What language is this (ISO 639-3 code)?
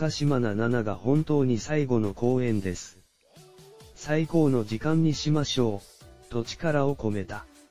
jpn